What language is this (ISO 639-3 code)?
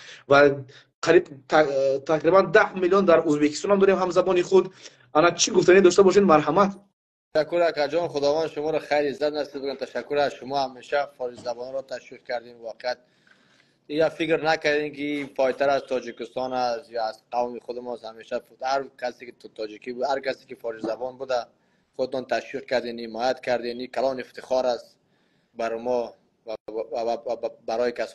fas